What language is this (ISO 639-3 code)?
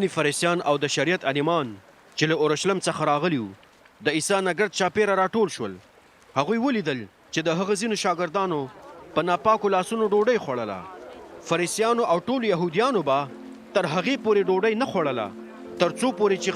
pus